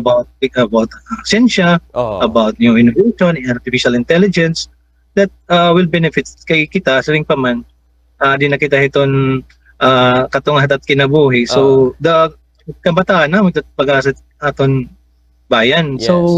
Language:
Waray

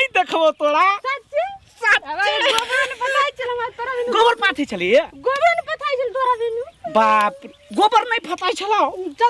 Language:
Maithili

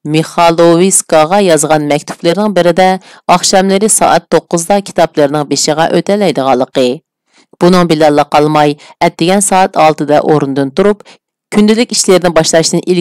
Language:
Uyghur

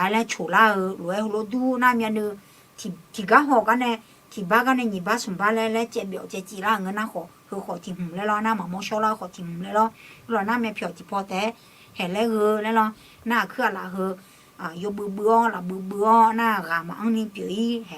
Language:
Akha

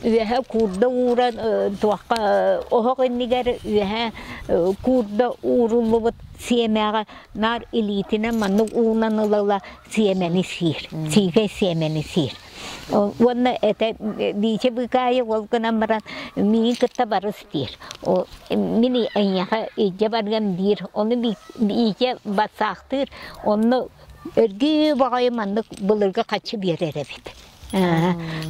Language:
Yakut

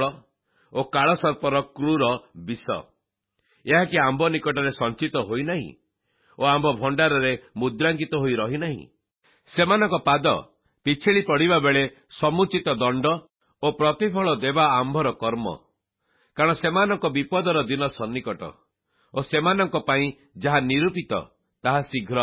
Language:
Odia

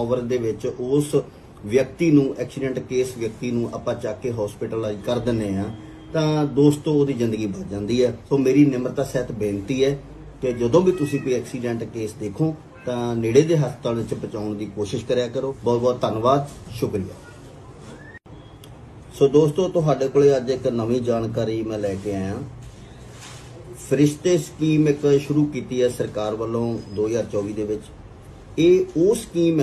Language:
Punjabi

